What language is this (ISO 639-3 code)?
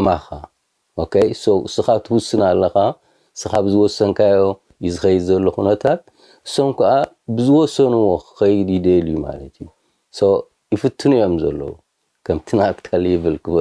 tir